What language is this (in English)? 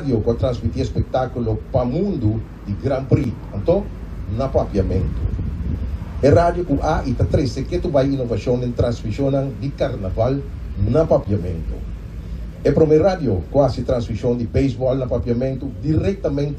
Papiamento